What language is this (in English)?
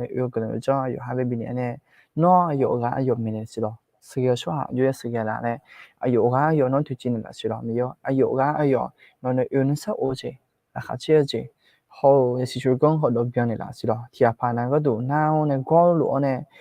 Akha